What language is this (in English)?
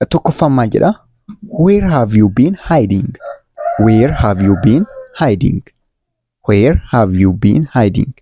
Oromo